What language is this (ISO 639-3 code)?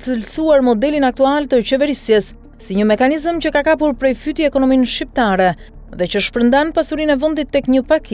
sqi